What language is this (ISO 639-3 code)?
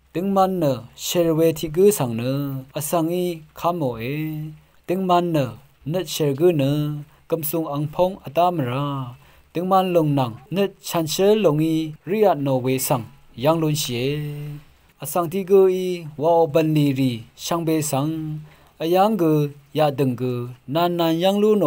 raw